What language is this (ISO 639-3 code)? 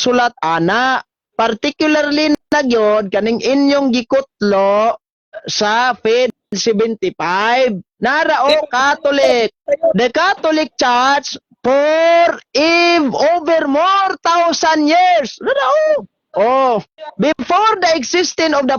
ceb